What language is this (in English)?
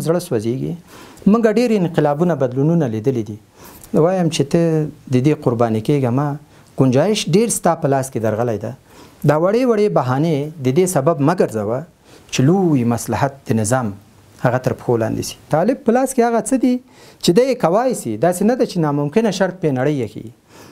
Pashto